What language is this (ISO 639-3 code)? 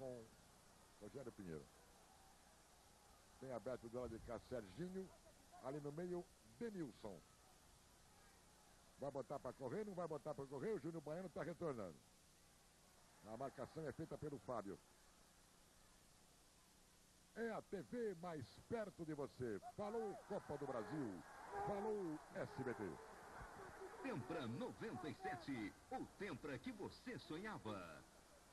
por